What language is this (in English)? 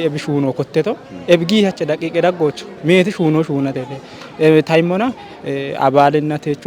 Kafa